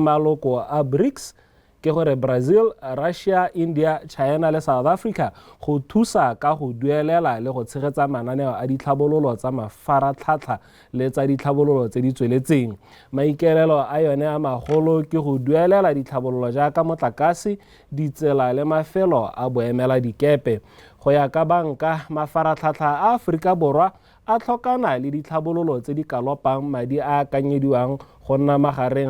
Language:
Tswana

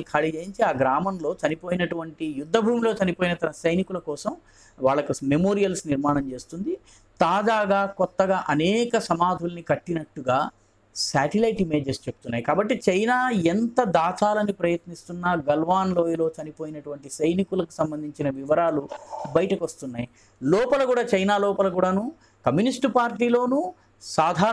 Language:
Telugu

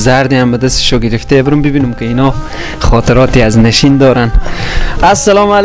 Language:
Persian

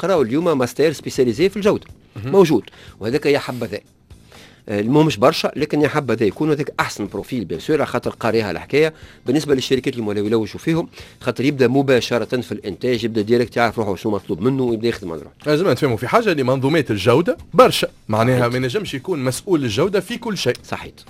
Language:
Tunisian Arabic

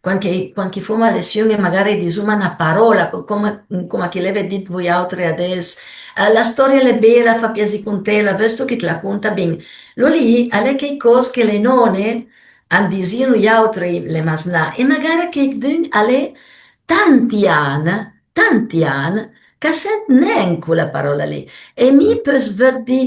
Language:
Piedmontese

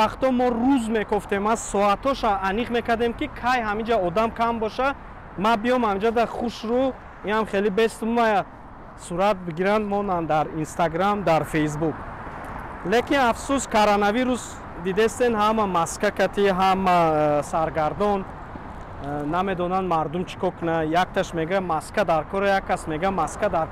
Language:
Tajik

